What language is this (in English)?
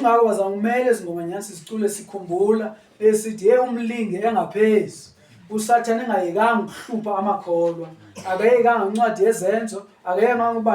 Zulu